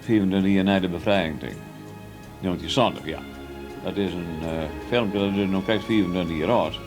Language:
Western Frisian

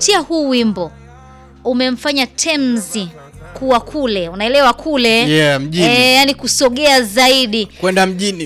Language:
Swahili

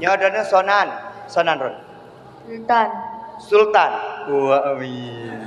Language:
Achinese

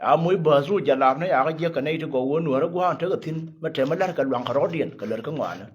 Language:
Nuer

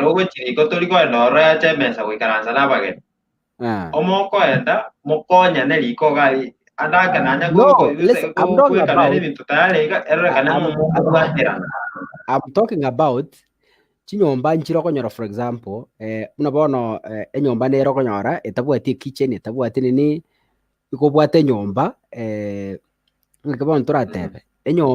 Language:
Gusii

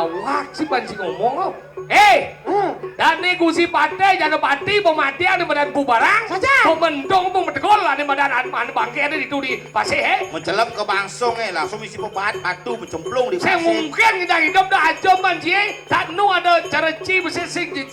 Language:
Balinese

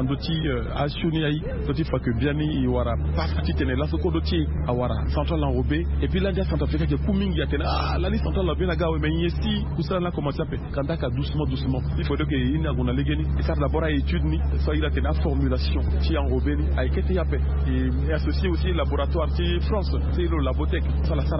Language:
Sango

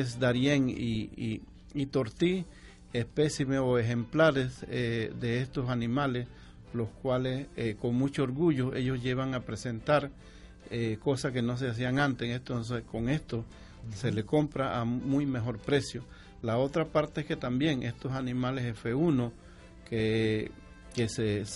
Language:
Spanish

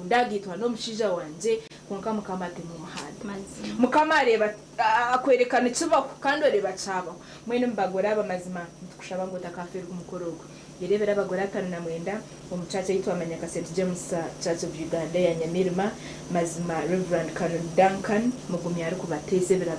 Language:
Nyankole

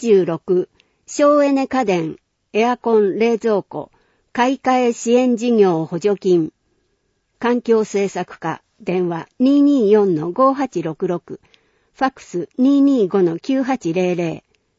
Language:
Japanese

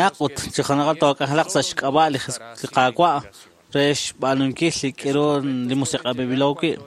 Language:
Kekchí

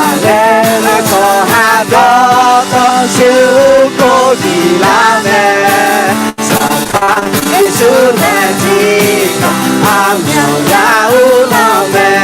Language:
Akha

